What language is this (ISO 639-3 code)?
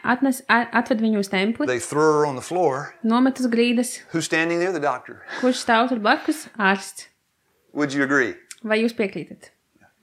lav